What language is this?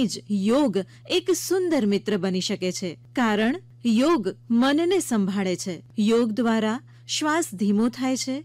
Gujarati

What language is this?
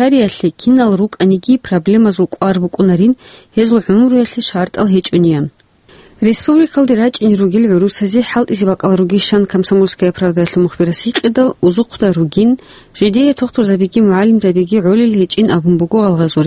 Avaric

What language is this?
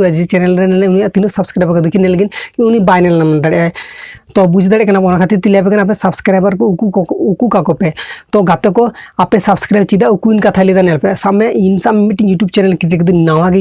Santali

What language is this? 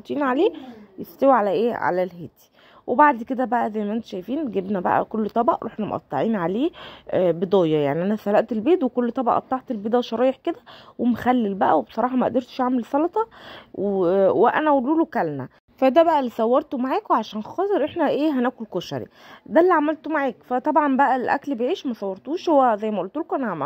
Egyptian Arabic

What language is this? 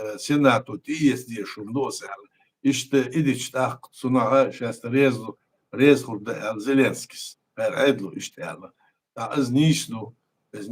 Chechen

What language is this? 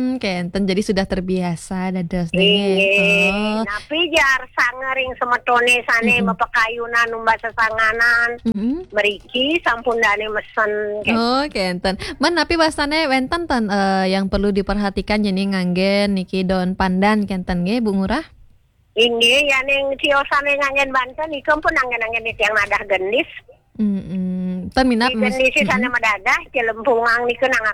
Balinese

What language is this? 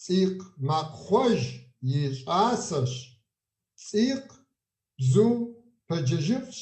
Kabardian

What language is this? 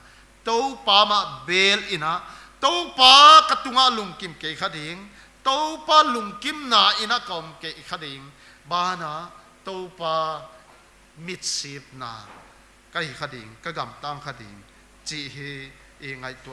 Paite Chin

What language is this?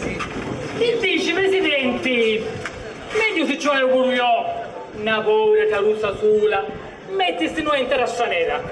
Sicilian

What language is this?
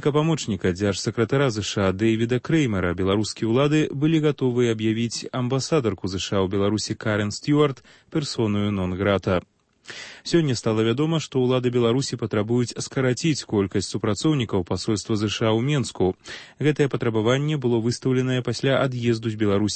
Belarusian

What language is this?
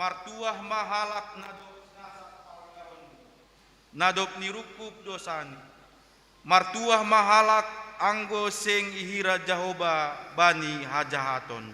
Batak Simalungun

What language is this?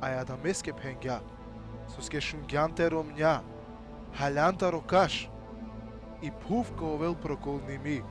Balkan Romani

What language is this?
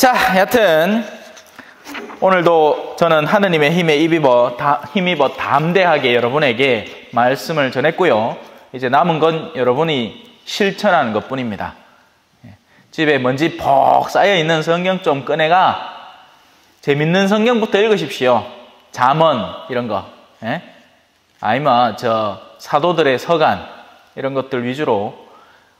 Korean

